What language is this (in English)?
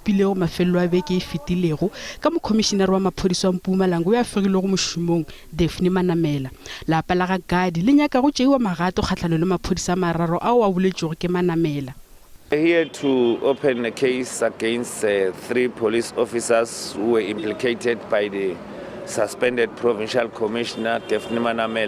Northern Sotho